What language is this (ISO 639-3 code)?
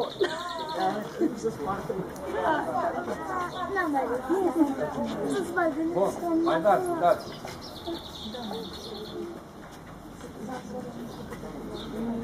ron